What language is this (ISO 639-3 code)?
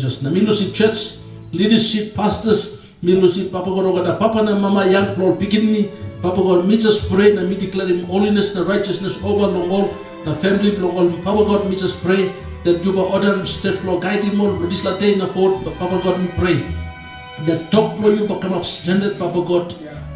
tpi